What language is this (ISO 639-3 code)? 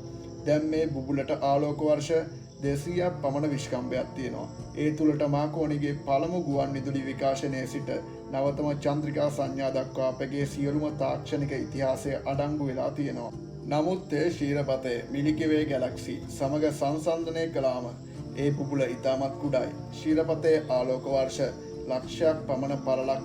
sin